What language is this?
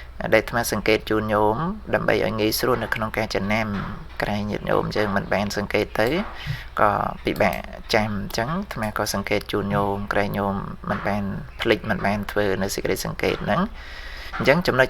Khmer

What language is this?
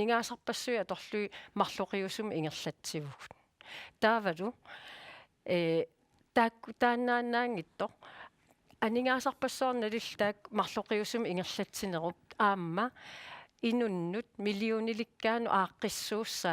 Kalaallisut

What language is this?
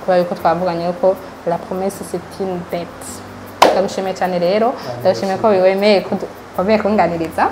Rundi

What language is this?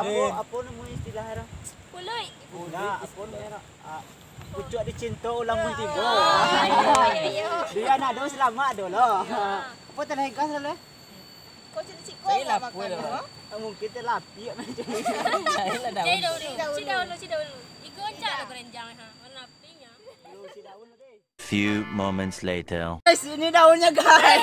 Minangkabau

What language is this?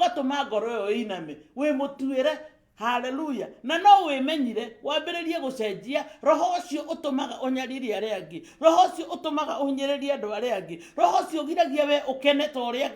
Kikuyu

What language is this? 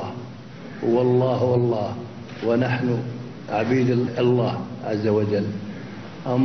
North Levantine Arabic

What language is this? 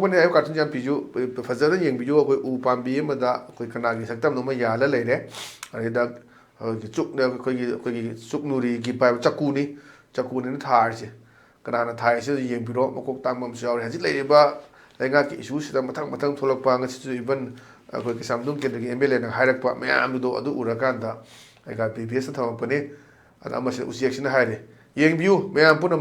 Manipuri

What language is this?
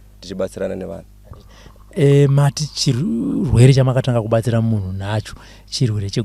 Shona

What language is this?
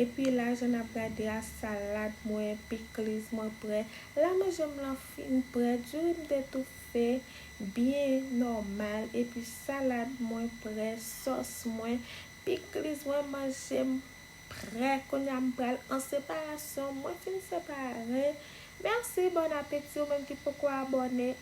Haitian Creole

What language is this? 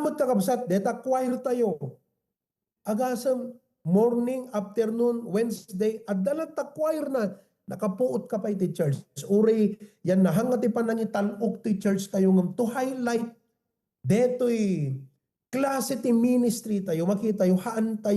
Iloko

